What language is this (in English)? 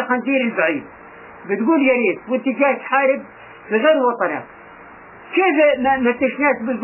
South Levantine Arabic